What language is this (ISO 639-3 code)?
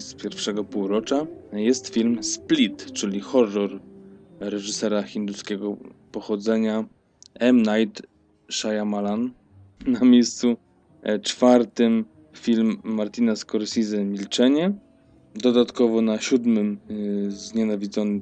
pol